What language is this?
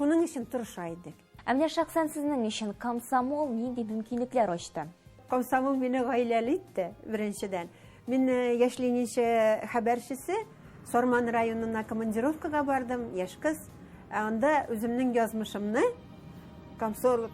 Tatar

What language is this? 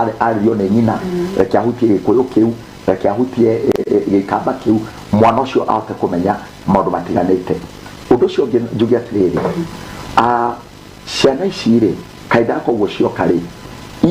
Kikuyu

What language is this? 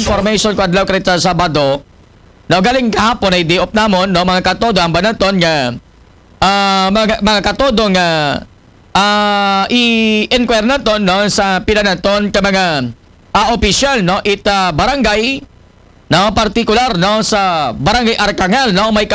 Aklanon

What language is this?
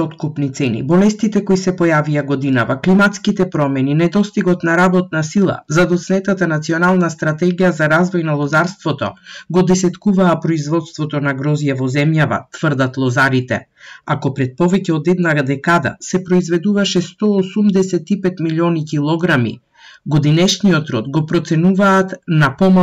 Macedonian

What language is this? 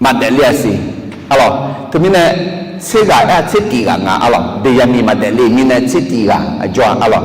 Akha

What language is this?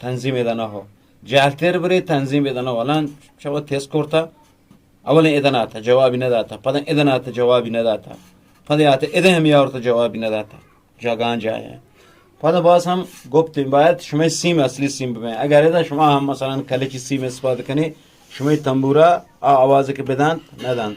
Eastern Balochi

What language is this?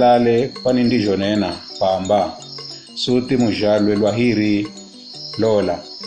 Giryama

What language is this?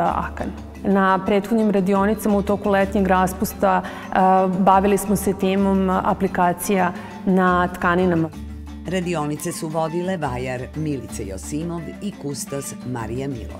Serbian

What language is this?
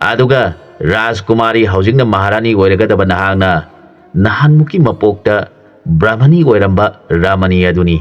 Manipuri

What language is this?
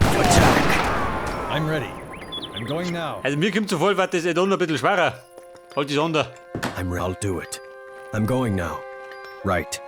Bavarian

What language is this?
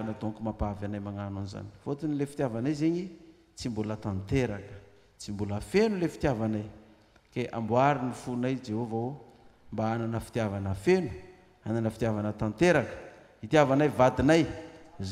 Malagasy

